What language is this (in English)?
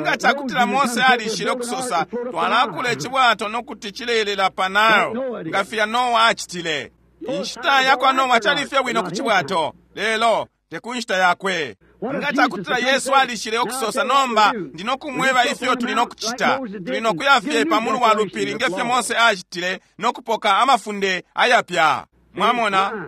Bemba